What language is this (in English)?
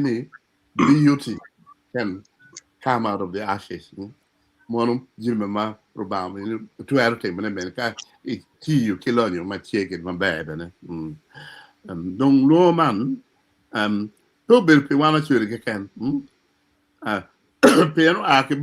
Acoli